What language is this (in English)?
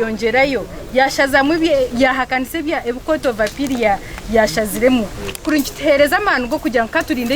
Nyankole